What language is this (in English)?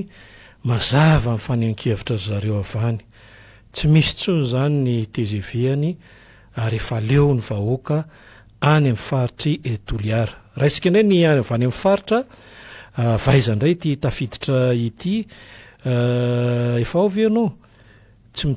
Malagasy